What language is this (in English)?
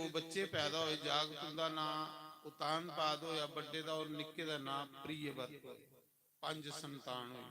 Dogri